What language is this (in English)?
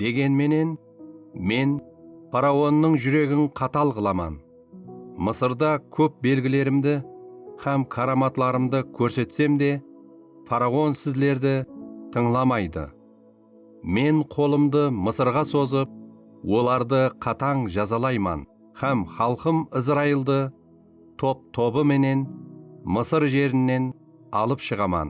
Kara-Kalpak